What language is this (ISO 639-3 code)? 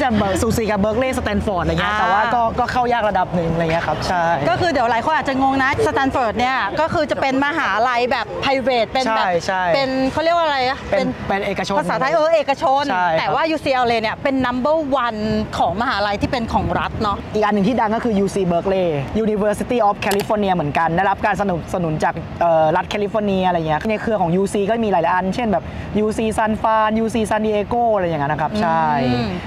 tha